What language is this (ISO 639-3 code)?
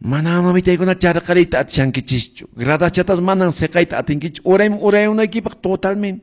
que